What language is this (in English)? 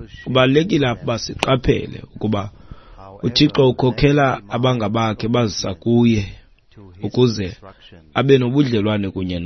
Xhosa